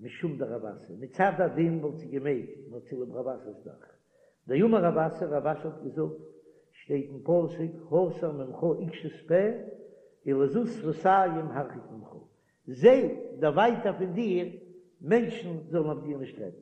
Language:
Yiddish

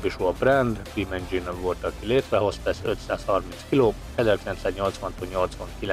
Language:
Hungarian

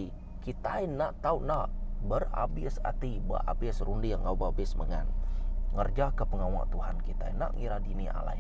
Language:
Iban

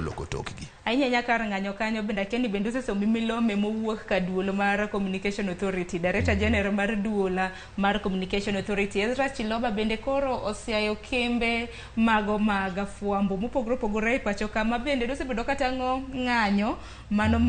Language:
Luo (Kenya and Tanzania)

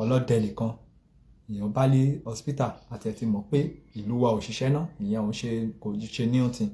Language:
Yoruba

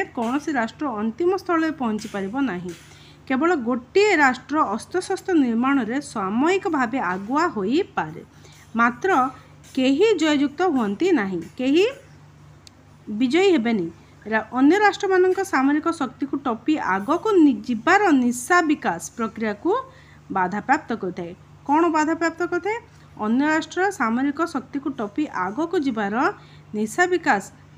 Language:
Odia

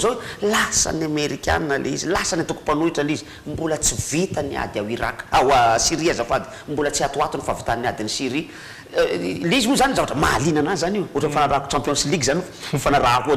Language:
Malagasy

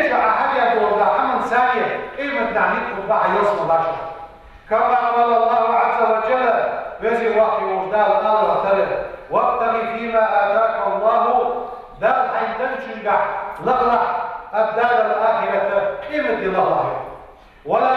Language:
Ingush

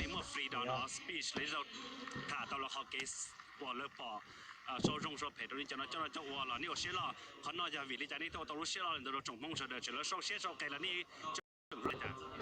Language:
Hmong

